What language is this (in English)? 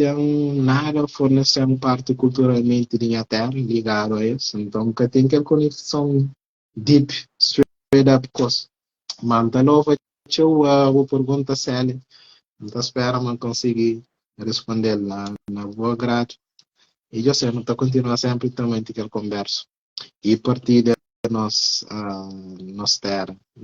Kabuverdianu